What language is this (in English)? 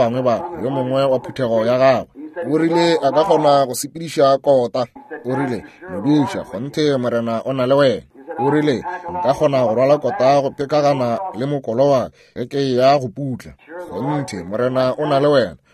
Northern Sotho